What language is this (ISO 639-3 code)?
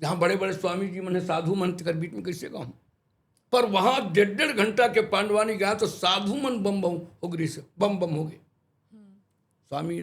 hne